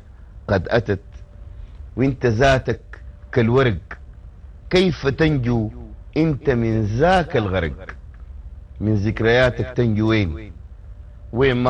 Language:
Sudanese Arabic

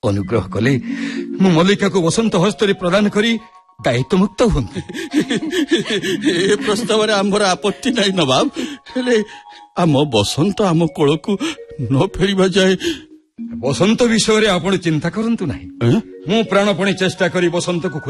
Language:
Odia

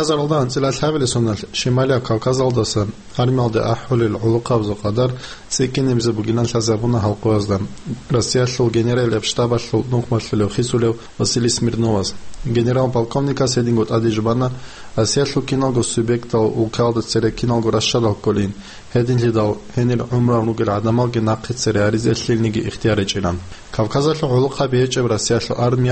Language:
Avaric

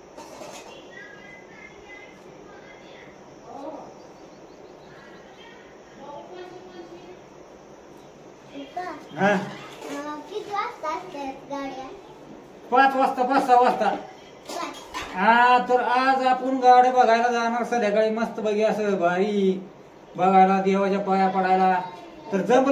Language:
Marathi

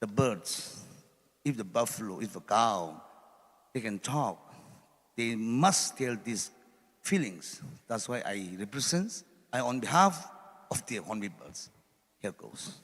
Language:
Manipuri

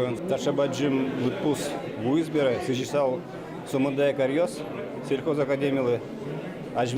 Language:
Udmurt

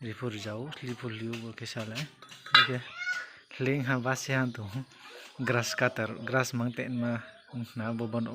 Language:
Riang (India)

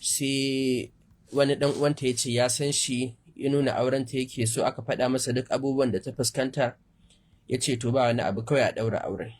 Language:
Hausa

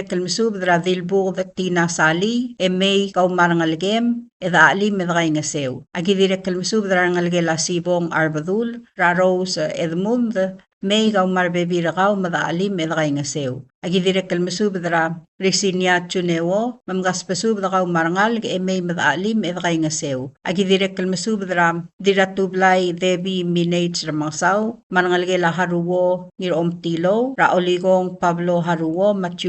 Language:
Palauan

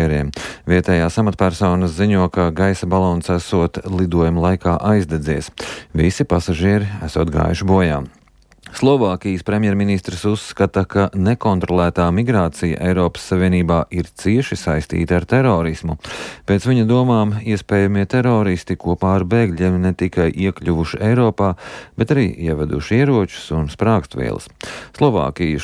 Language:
Latvian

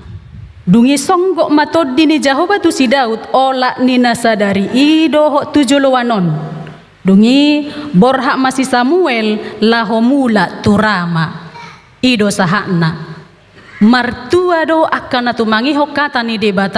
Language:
Batak Toba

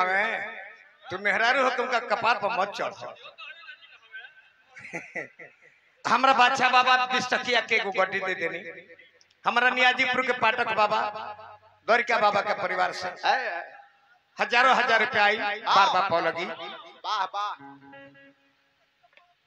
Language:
Bhojpuri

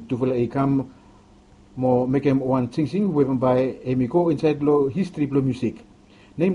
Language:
Bislama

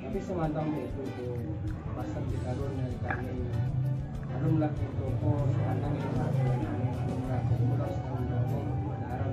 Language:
Minangkabau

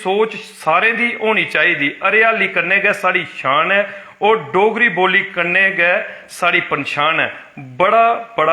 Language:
Dogri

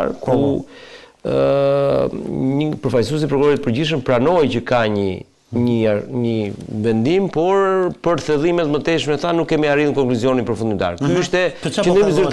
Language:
Albanian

